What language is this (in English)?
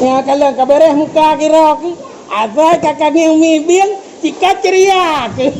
Achinese